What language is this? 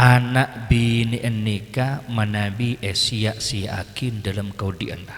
Madurese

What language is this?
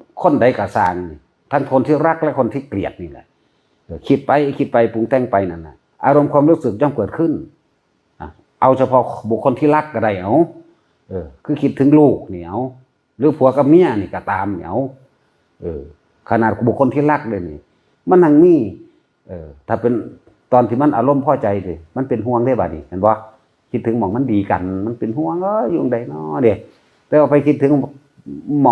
Northeastern Thai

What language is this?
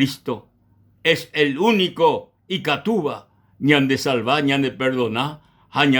Guarani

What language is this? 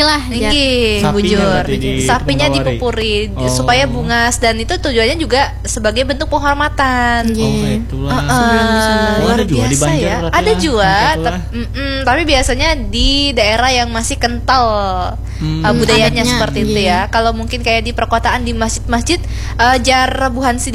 Banjar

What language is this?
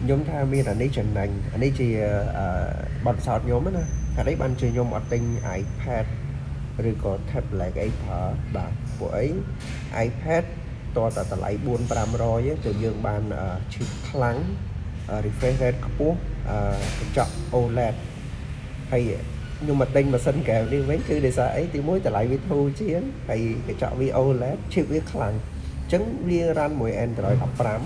Khmer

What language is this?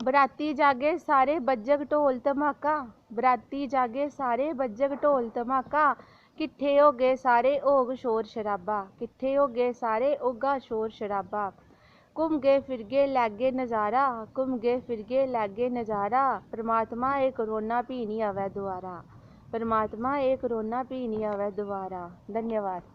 Dogri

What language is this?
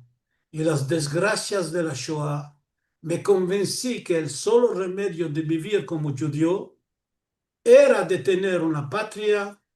Ladino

